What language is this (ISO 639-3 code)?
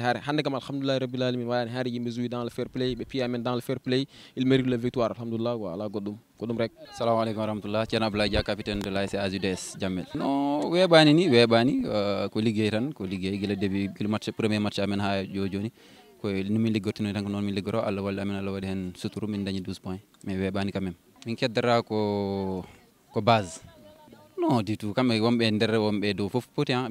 ful